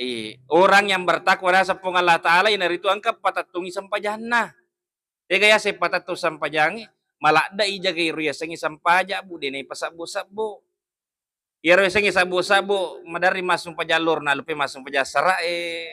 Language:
Buginese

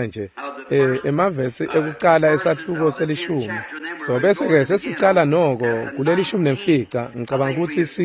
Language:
Swati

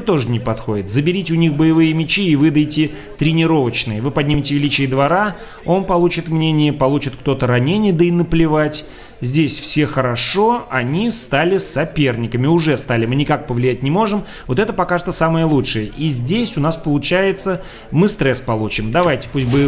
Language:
Russian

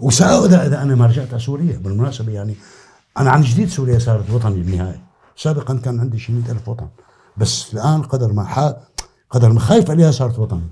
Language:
North Levantine Arabic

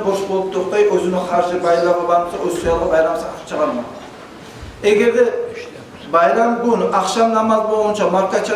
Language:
Kumyk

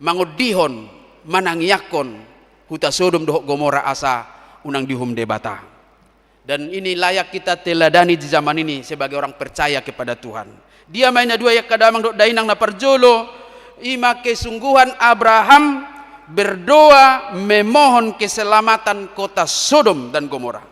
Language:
Batak Toba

